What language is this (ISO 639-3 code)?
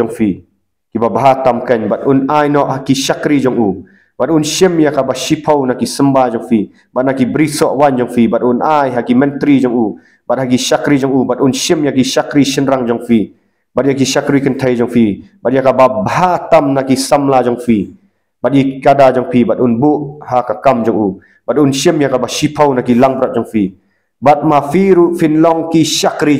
kha